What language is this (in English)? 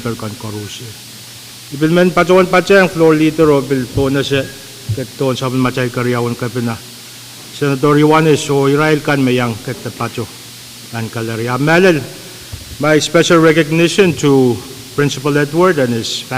Pohnpeian